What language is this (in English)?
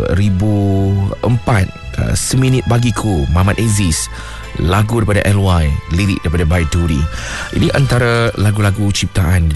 Malay